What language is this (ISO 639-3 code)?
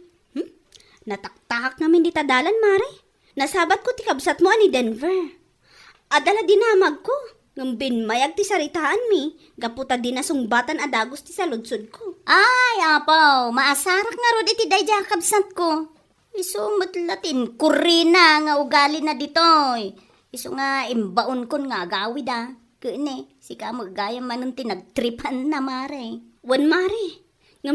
ilo